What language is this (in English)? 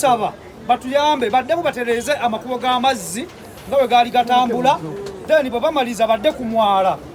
Ganda